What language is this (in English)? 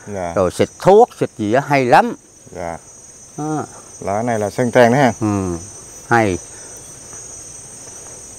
Vietnamese